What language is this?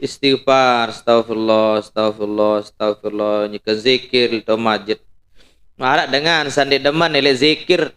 Sasak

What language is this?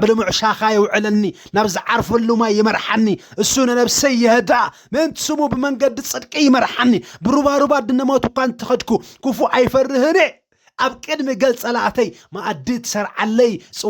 Tigrinya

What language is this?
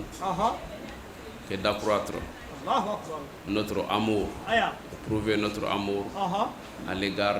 Bambara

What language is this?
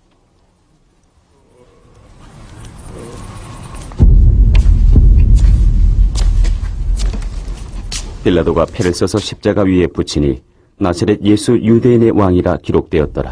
Korean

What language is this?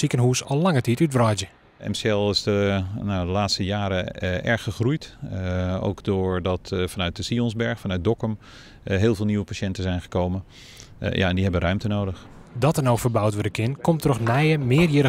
Western Frisian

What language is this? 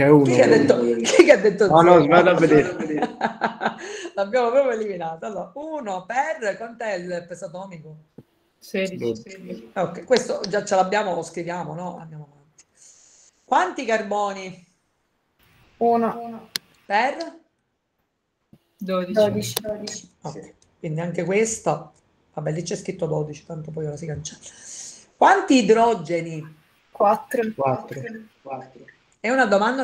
Italian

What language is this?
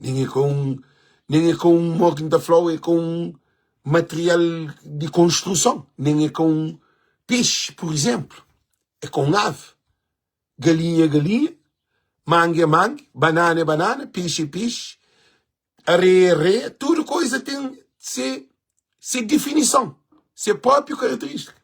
Kabuverdianu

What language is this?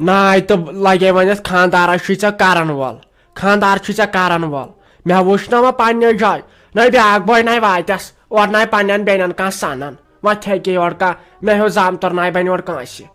Kashmiri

